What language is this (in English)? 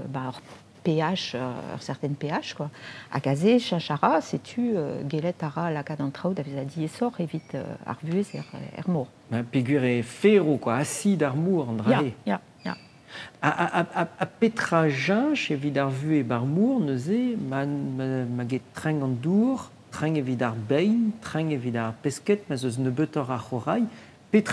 Breton